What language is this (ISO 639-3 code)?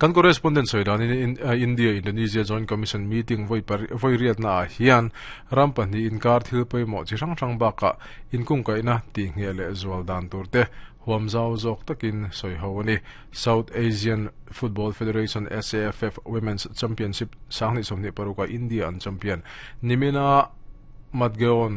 lus